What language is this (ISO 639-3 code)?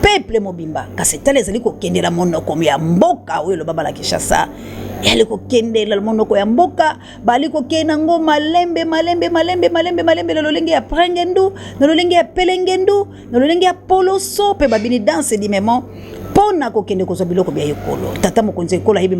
lin